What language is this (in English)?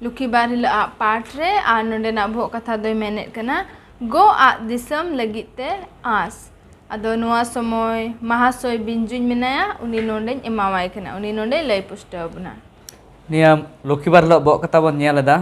Santali